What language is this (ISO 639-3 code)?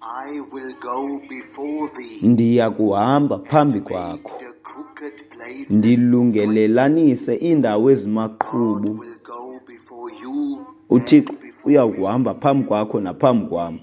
xho